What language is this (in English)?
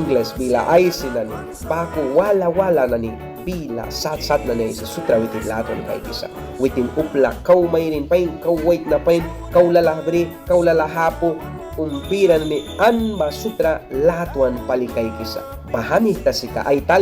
Mískito